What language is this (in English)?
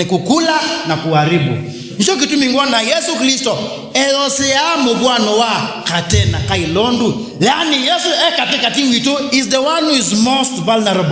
Kamba